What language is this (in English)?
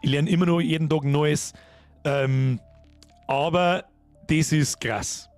Bavarian